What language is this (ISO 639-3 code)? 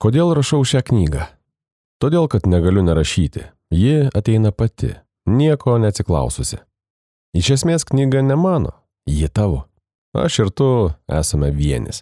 lit